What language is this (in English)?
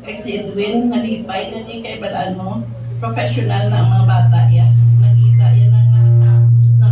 Hiligaynon